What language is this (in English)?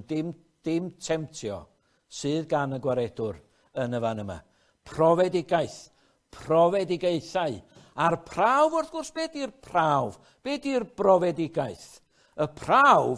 Welsh